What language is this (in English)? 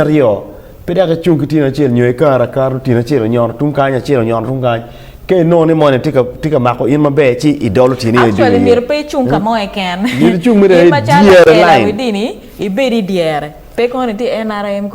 Acoli